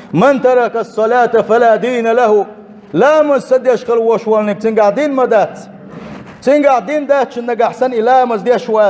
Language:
Chechen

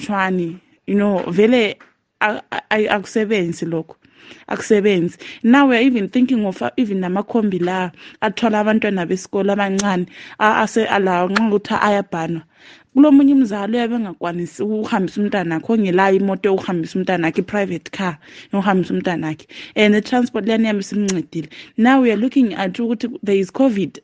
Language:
North Ndebele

